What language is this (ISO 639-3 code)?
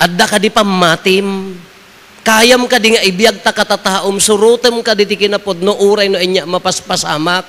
ilo